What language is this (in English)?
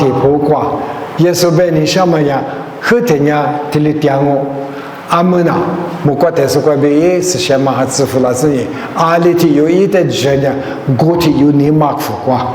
Lisu